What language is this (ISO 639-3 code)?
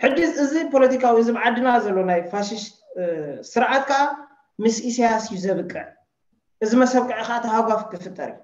tir